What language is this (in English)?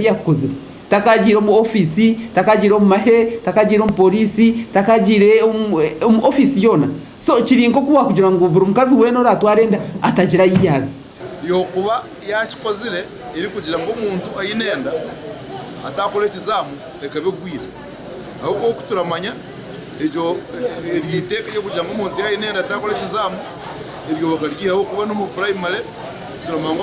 Nyankole